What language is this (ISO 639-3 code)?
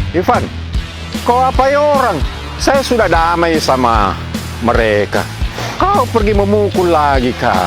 mfp